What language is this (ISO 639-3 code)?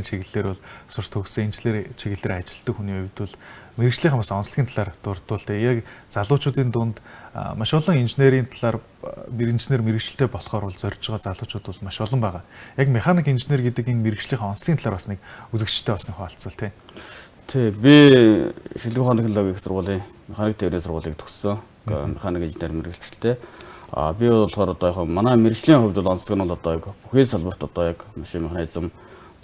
mon